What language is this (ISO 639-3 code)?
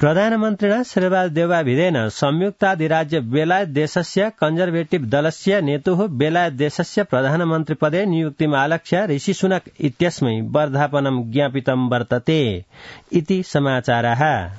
san